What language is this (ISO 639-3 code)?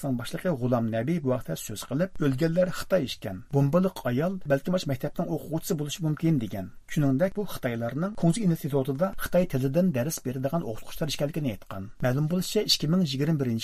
uig